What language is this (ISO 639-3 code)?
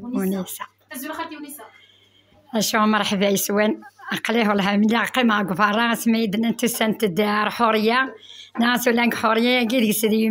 kab